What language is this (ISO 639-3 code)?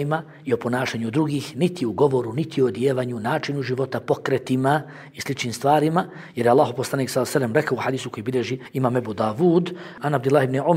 bos